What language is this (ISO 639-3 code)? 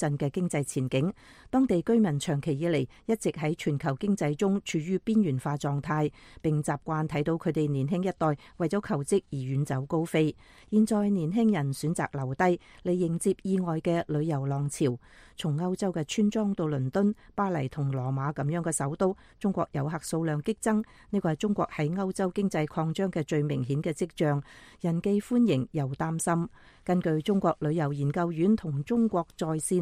yue